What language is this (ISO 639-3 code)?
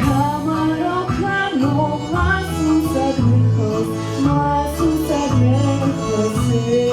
oss